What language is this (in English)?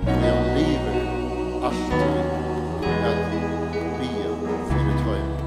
Faroese